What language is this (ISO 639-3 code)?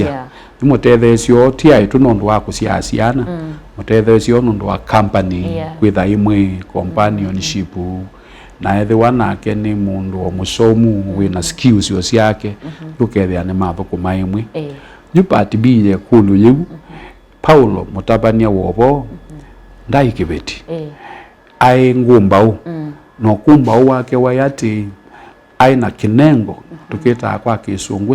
kam